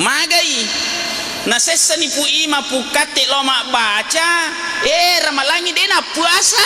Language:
Buginese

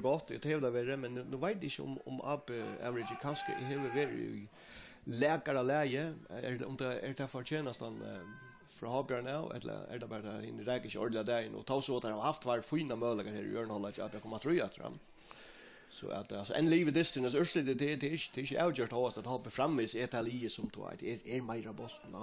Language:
Faroese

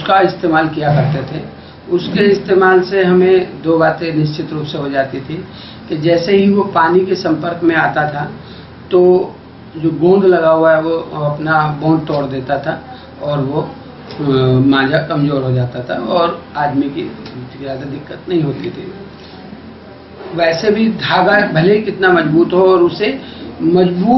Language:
Hindi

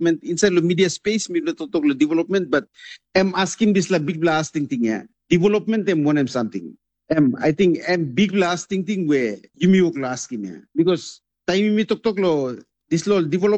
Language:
Tok Pisin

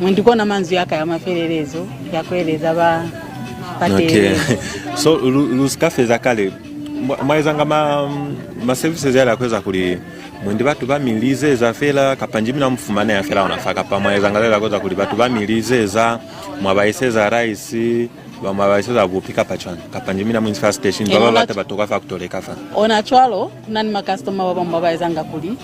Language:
Lozi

